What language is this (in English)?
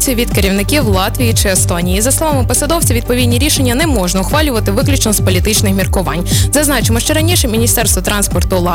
Ukrainian